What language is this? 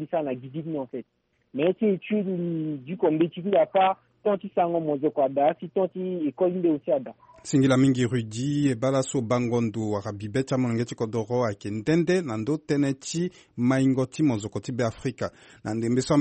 Sango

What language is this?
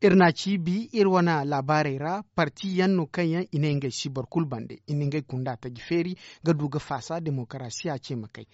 Zarma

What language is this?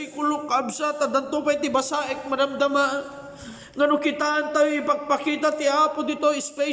Iloko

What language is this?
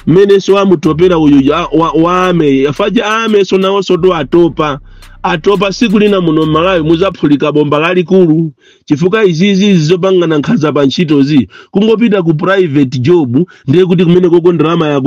Nyanja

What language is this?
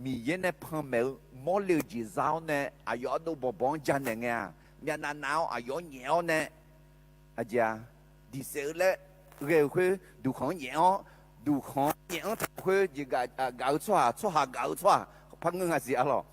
Akha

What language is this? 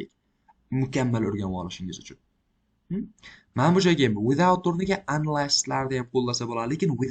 Uzbek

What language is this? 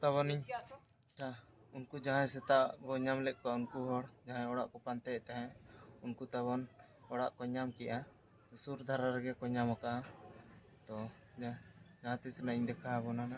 Santali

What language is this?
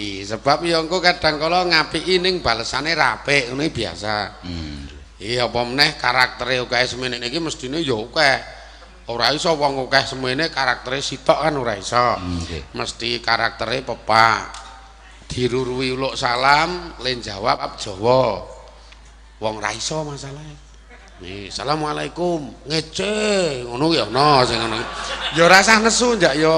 Javanese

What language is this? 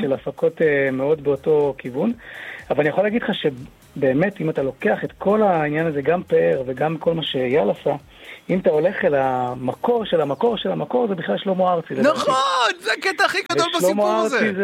Hebrew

